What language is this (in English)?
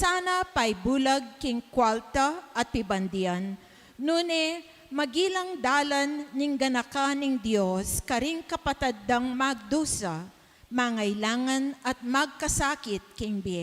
Pampanga